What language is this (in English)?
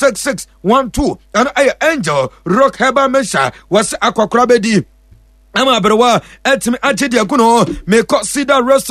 Akan